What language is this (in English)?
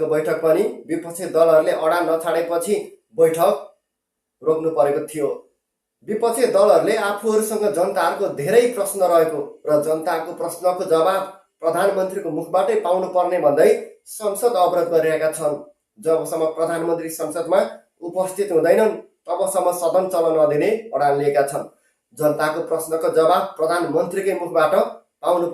Nepali